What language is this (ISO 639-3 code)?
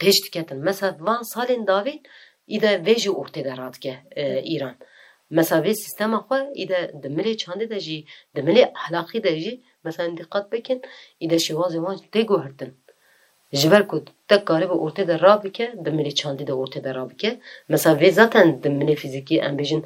kur